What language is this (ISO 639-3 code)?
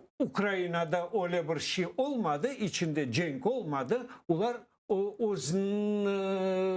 crh